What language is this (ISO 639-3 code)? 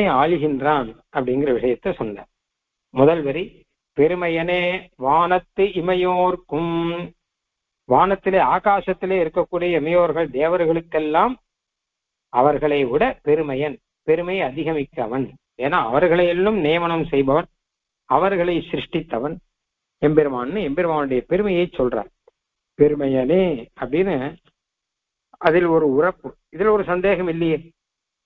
tam